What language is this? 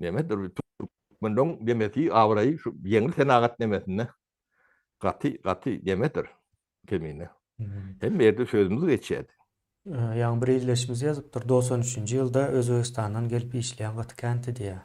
Turkmen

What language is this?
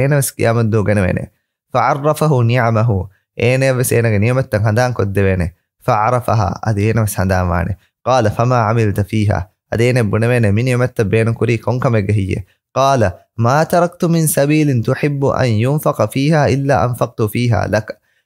Divehi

